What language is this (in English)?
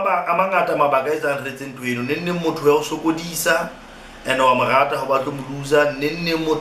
Southern Sotho